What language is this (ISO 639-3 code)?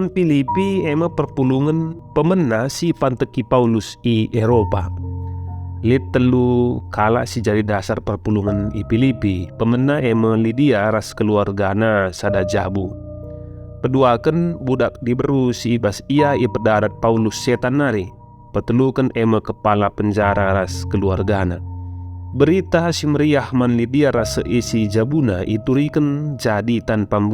btx